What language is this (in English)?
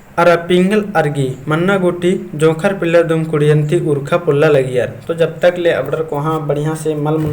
Kurukh